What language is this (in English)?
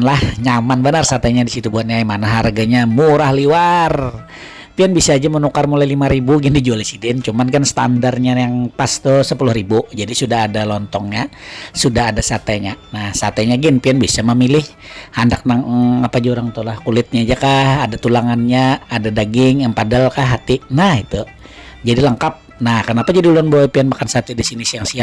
Banjar